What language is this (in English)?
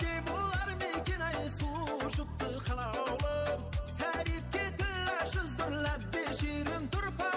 Kara-Kalpak